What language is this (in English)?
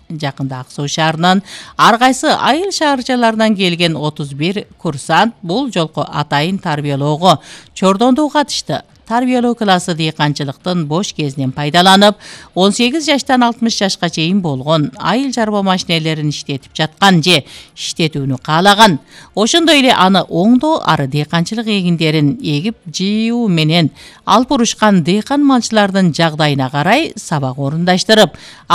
Kyrgyz